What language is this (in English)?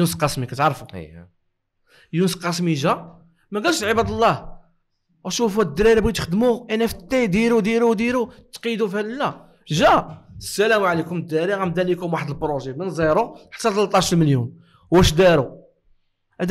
Moroccan Arabic